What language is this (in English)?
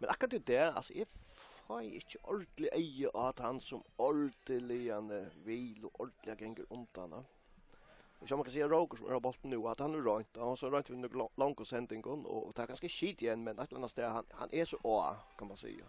Faroese